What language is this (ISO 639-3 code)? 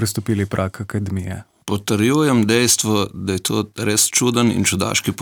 slv